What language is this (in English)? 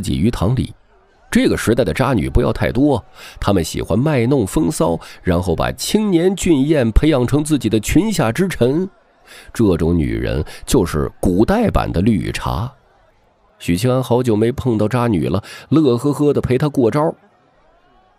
Chinese